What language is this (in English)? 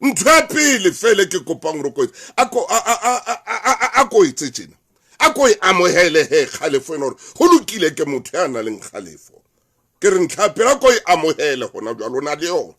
Southern Sotho